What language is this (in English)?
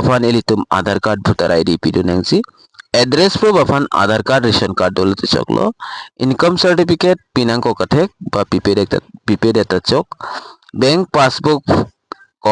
Karbi